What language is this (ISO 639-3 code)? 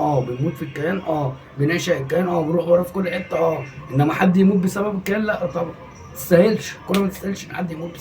arz